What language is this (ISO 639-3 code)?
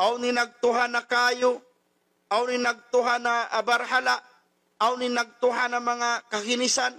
tsg